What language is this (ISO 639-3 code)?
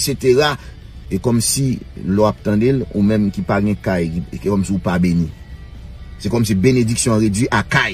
hat